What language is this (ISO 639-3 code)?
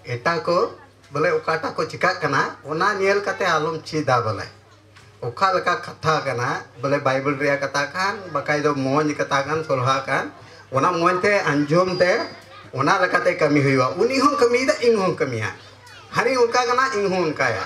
sat